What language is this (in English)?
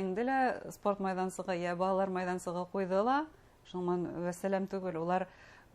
Bashkir